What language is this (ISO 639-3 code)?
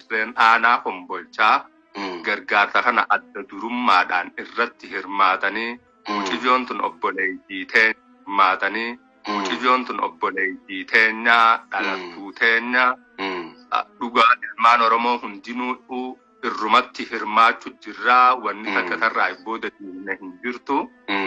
orm